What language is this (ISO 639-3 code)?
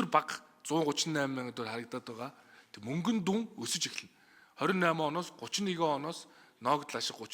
mon